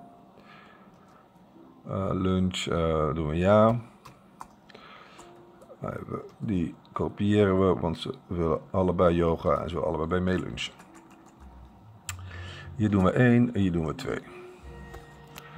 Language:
Dutch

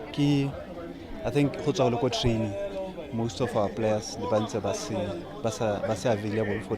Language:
Tswana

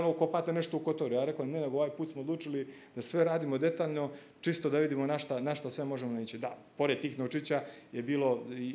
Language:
Serbian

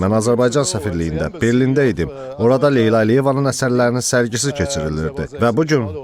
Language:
Azerbaijani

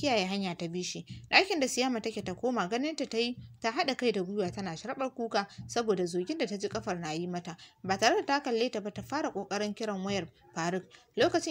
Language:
Hausa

